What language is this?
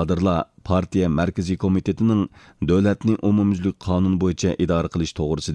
Uyghur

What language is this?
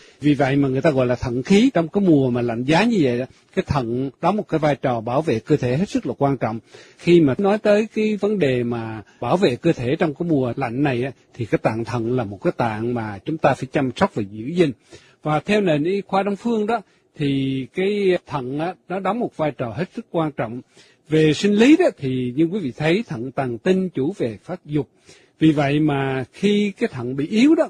Vietnamese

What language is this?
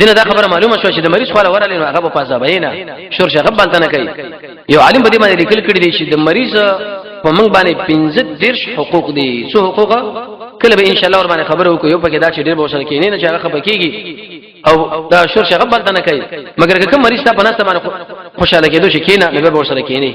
Pashto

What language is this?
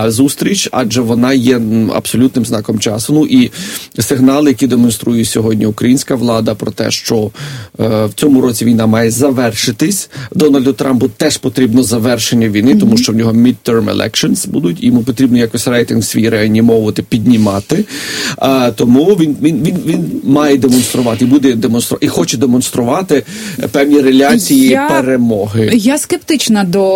Ukrainian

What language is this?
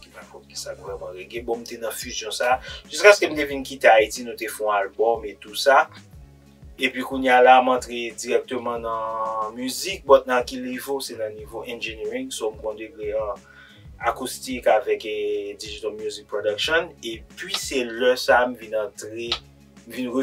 Haitian Creole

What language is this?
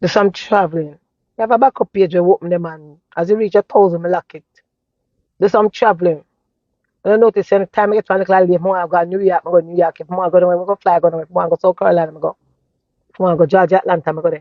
Jamaican Creole English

